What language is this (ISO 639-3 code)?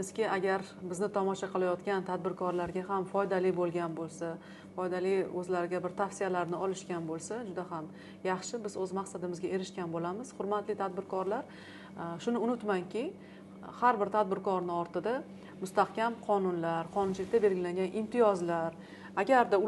uzb